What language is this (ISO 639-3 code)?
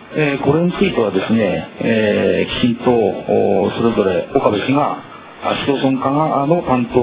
jpn